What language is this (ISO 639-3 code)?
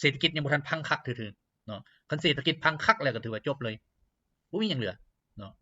lao